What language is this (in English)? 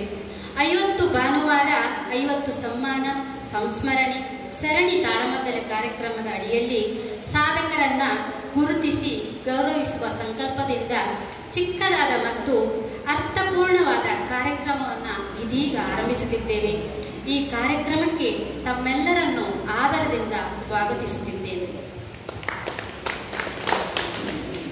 Kannada